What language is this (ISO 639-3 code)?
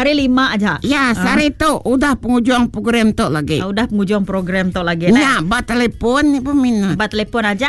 iba